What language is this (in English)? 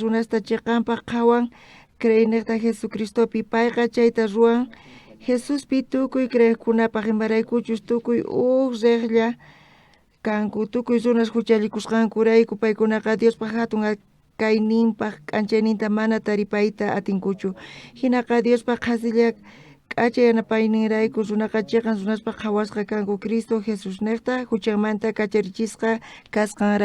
South Bolivian Quechua